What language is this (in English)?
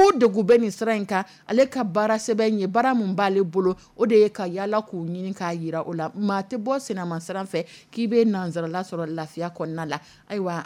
Dyula